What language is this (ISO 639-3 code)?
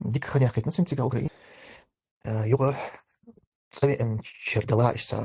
che